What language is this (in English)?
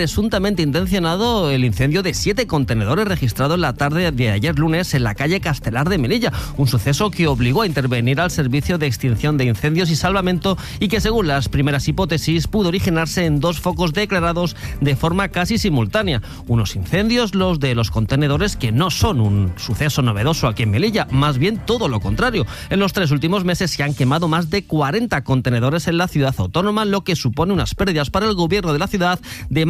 Spanish